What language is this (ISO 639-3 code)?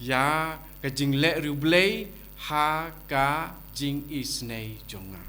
kha